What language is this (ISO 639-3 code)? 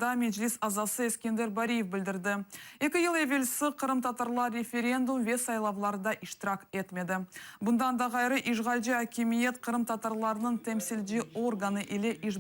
crh